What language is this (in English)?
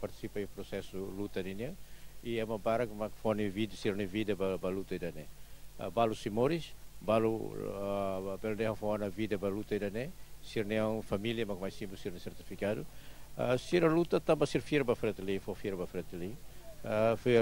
Tetum